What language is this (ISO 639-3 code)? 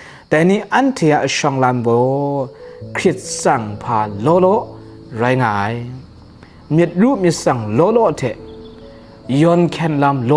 kac